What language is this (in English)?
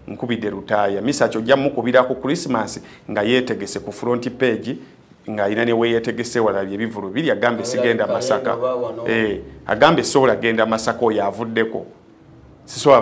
Ganda